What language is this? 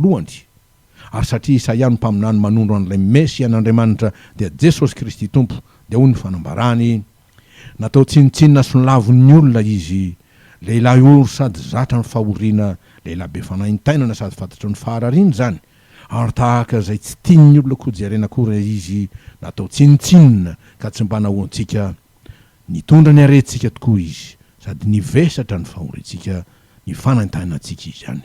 Malagasy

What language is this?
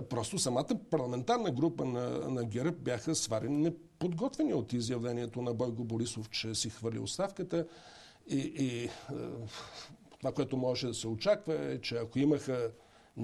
Bulgarian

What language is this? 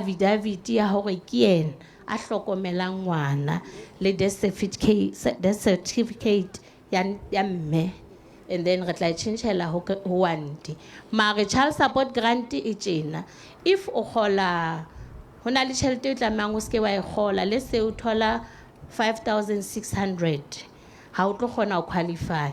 Southern Sotho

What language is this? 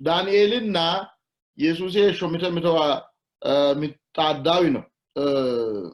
Sidamo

